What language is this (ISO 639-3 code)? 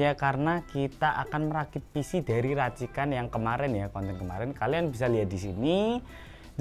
ind